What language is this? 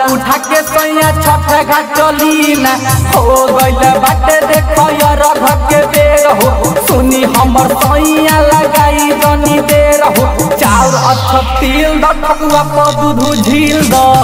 Bhojpuri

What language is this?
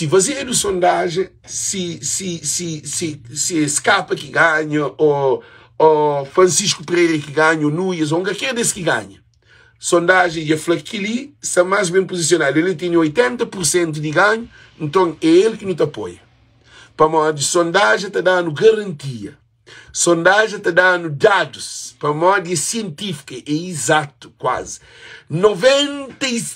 Kabuverdianu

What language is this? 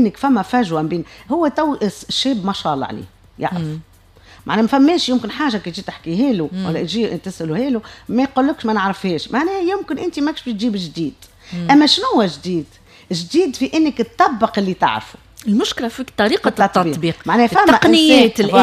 Tunisian Arabic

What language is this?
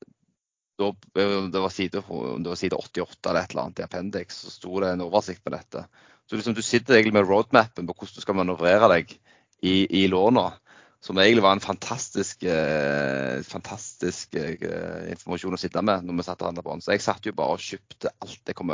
Norwegian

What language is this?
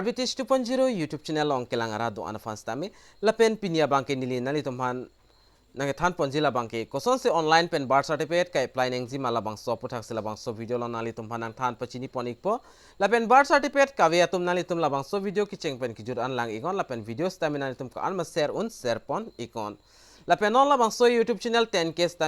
Karbi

